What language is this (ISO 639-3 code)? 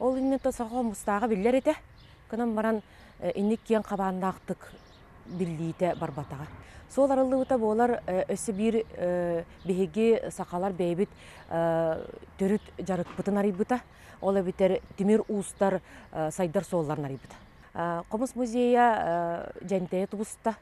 sah